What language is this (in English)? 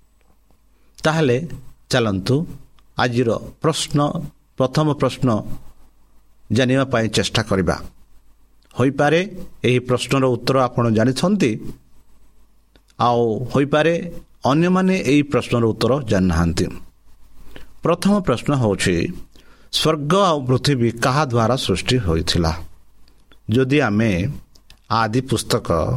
Odia